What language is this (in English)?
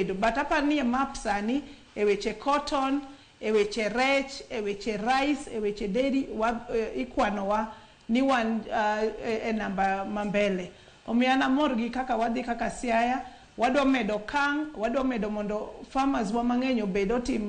Luo (Kenya and Tanzania)